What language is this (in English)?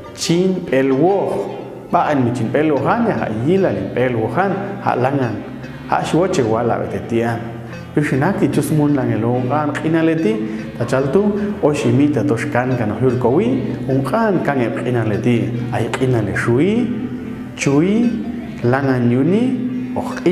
Popti'